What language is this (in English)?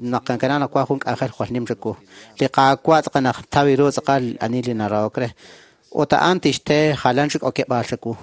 Kekchí